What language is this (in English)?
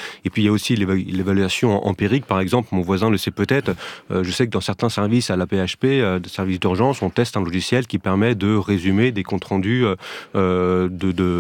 French